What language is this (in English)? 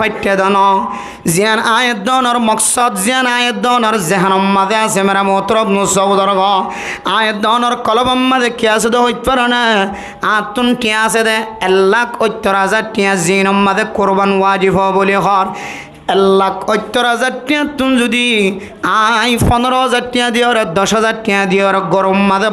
Rohingya